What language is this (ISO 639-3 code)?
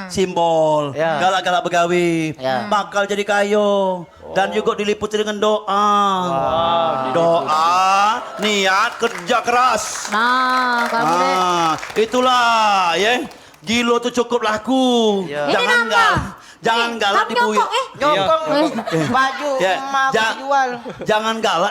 mui